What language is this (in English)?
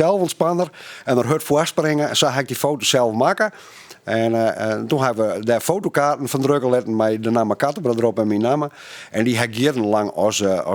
Western Frisian